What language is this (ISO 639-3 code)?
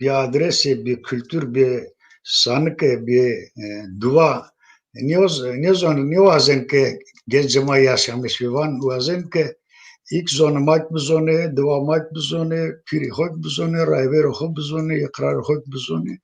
zza